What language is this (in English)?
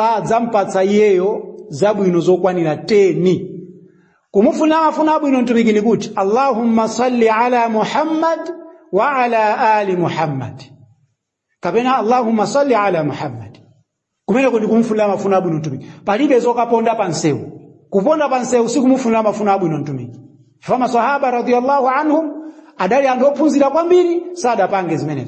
Nyanja